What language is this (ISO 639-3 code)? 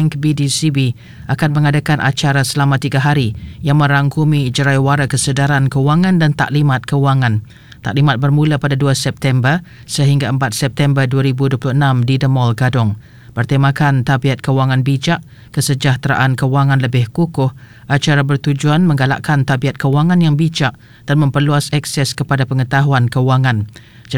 msa